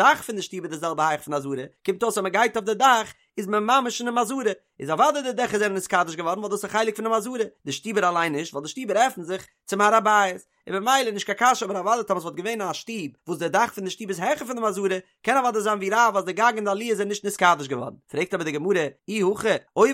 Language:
Yiddish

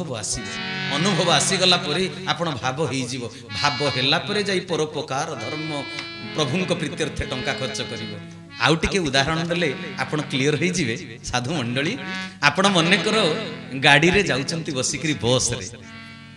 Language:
Odia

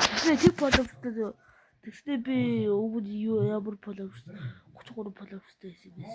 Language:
Mongolian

